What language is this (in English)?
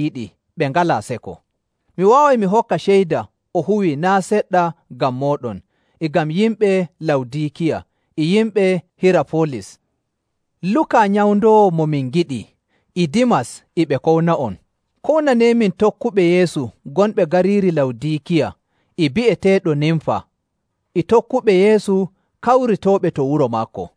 Nigerian Fulfulde